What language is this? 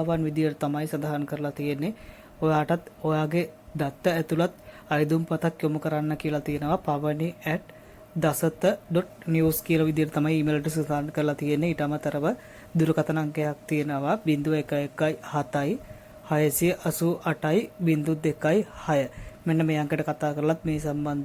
Sinhala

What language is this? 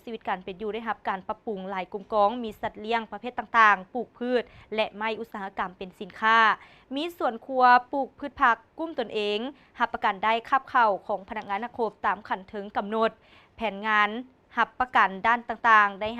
Lao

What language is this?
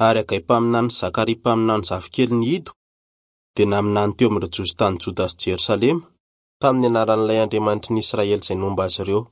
Malagasy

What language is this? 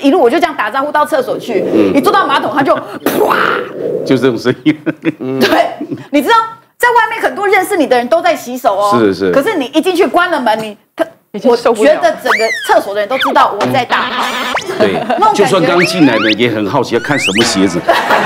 Chinese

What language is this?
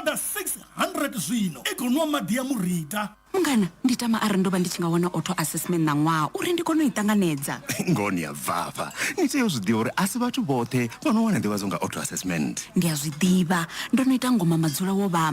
Venda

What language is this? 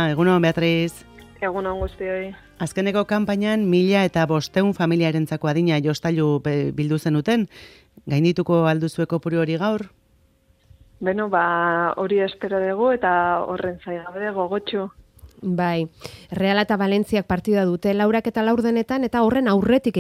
Basque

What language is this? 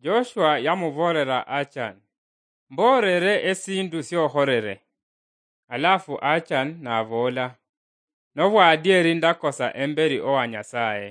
Luyia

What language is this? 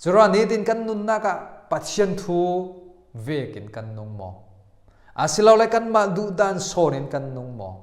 Falam Chin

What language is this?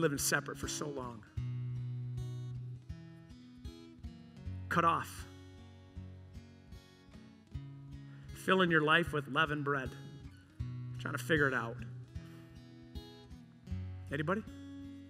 English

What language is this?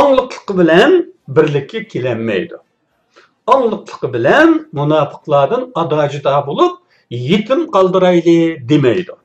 Uyghur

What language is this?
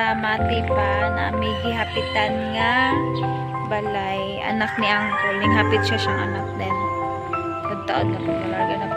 Cebuano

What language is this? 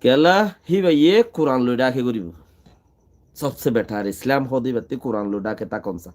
Rohingya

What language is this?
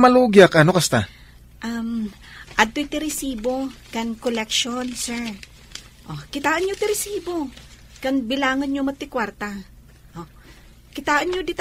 Iloko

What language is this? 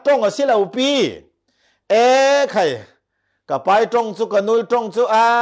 Falam Chin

